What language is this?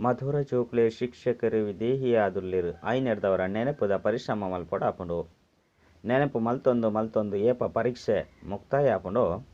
Tulu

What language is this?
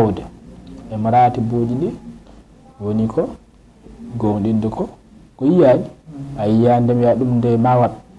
Fula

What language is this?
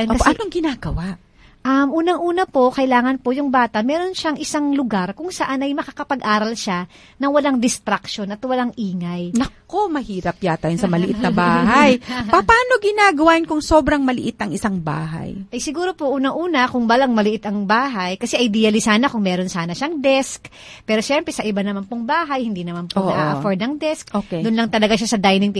Filipino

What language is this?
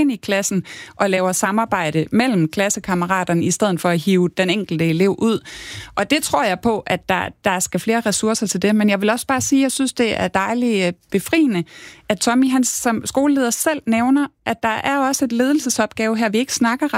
Danish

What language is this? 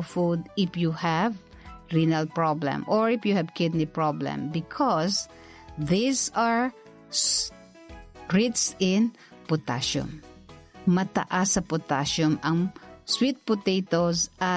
Filipino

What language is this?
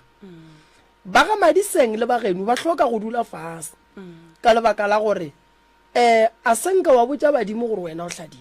Northern Sotho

